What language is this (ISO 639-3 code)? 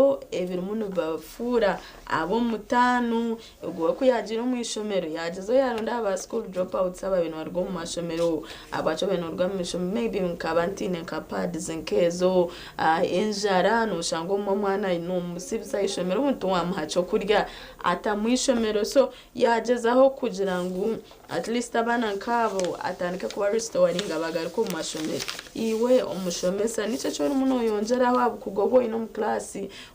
nyn